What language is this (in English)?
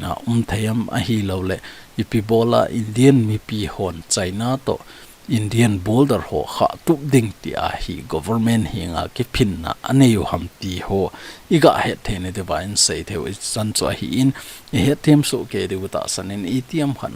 Thado Chin